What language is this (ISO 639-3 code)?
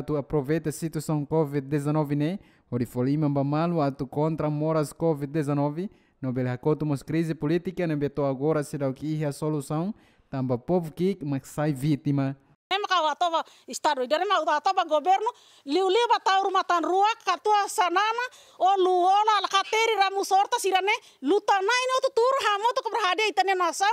tet